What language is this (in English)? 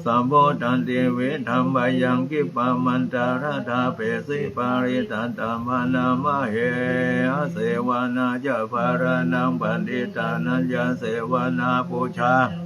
Pali